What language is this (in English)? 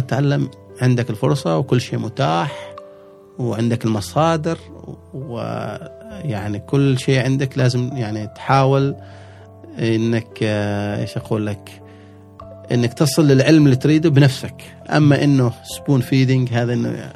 Gulf Arabic